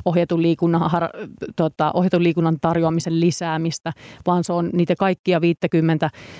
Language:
Finnish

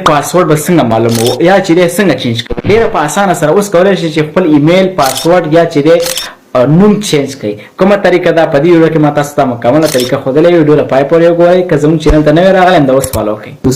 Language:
Pashto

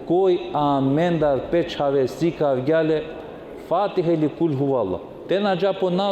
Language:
Balkan Romani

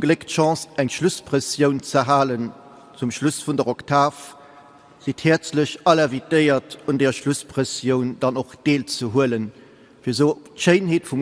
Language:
Luxembourgish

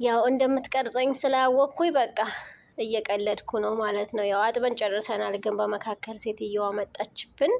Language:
Amharic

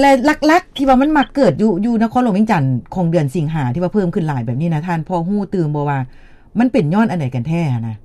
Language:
Lao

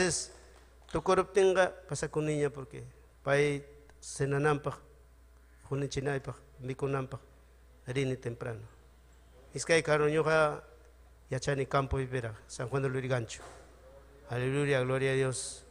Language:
Ayacucho Quechua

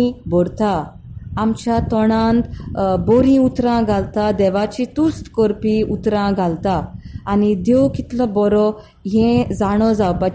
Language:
Konkani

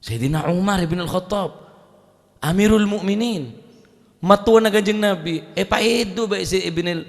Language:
Madurese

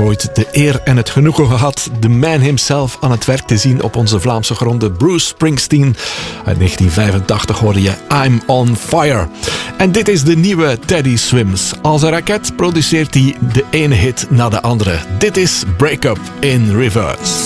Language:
Dutch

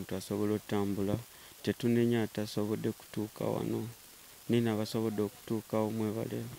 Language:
Ganda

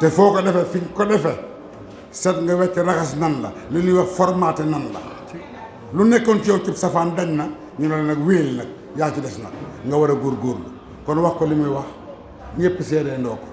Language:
Wolof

